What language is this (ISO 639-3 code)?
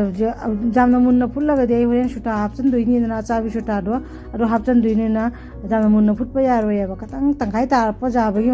mni